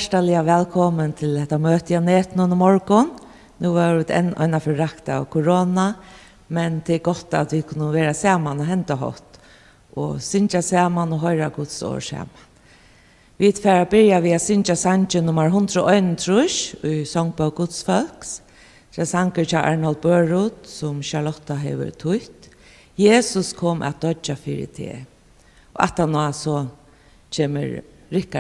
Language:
Faroese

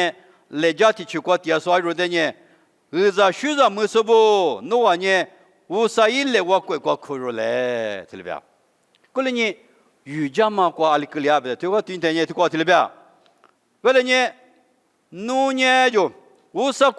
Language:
Lisu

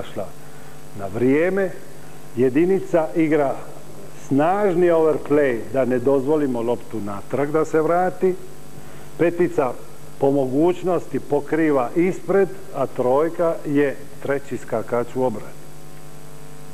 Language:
Croatian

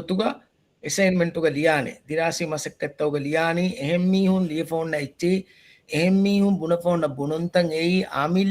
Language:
Divehi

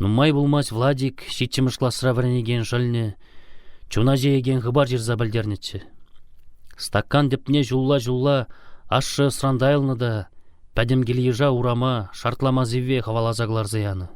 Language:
Chuvash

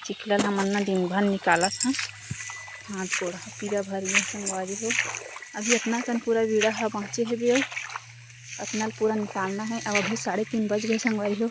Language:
Chhattisgarhi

